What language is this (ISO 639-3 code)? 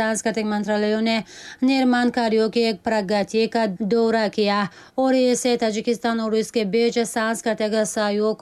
tgk